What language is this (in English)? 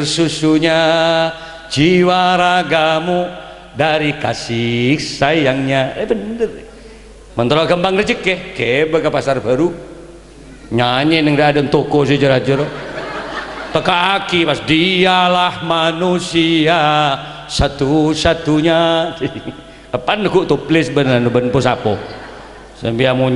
Madurese